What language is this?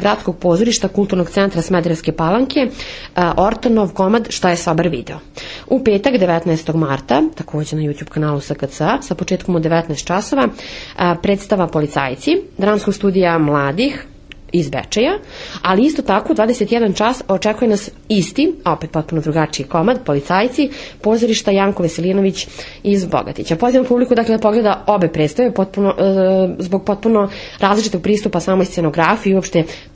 Serbian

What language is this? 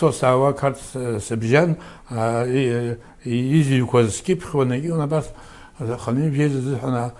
Abkhazian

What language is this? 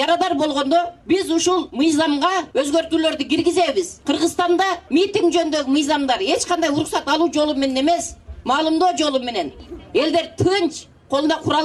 Kyrgyz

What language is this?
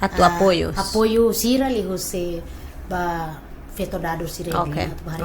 Tetum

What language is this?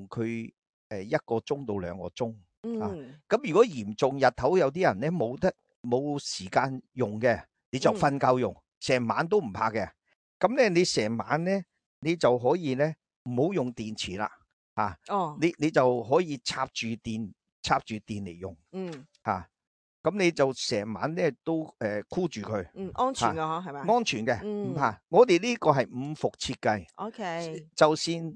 Cantonese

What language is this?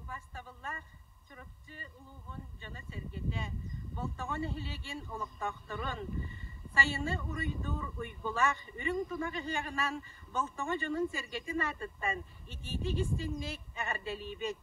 Yakut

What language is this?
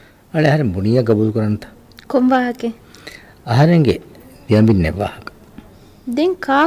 Divehi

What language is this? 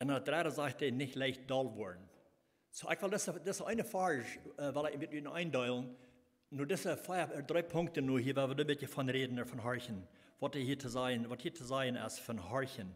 Plautdietsch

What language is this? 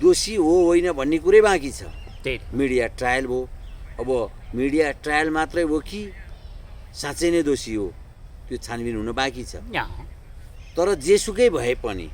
Nepali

